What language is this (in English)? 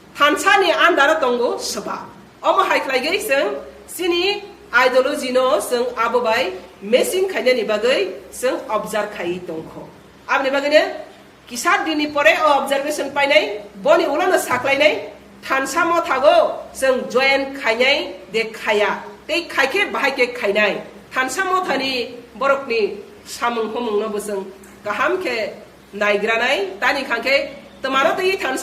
Kok Borok